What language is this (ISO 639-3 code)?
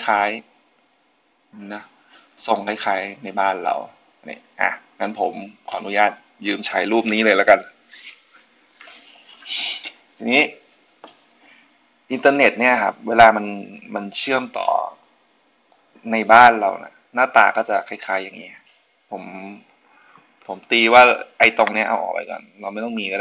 tha